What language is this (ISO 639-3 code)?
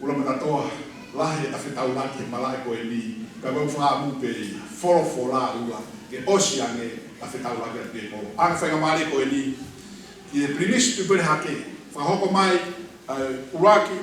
ton